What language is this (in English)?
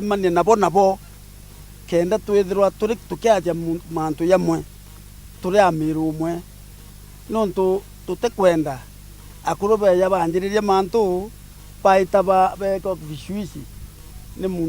Meru